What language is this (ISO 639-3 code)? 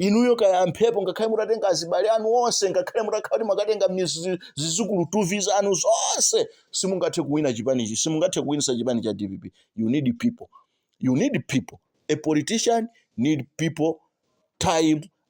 nya